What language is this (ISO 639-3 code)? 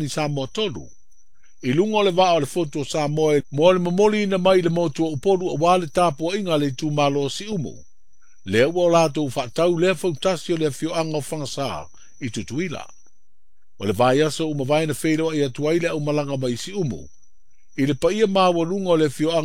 smo